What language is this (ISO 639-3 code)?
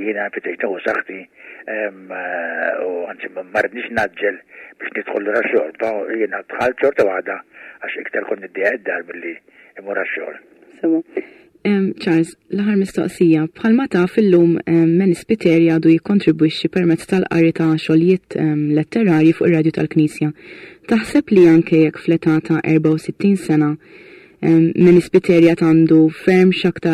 mlt